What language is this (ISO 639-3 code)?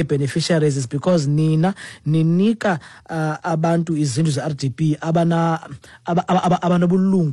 xho